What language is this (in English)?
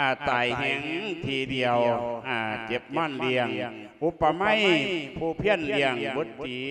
Lao